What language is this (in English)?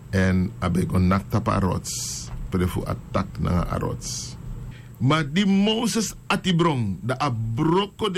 Sranan Tongo